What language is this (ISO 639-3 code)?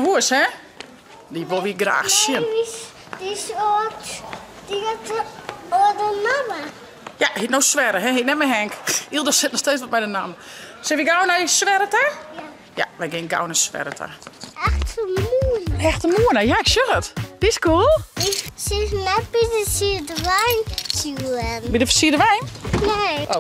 fry